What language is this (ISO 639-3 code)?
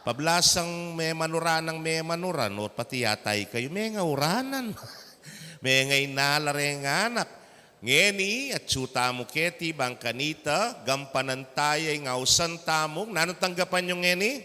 pam